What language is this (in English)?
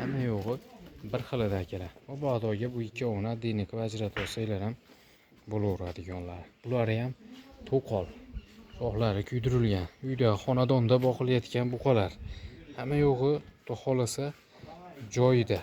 Uzbek